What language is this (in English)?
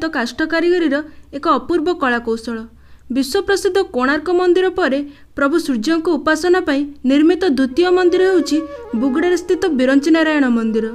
Odia